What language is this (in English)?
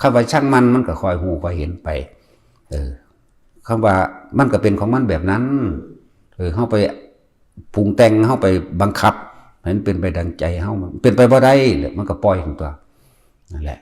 Northeastern Thai